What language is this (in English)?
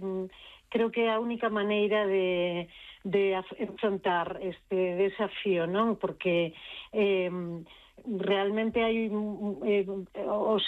Galician